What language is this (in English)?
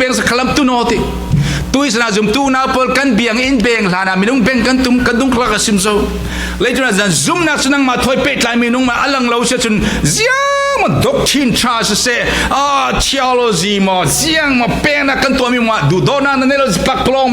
Falam Chin